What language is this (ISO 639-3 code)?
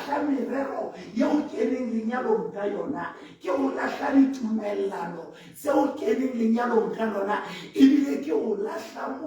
sot